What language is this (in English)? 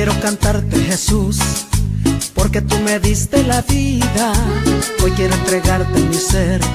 Spanish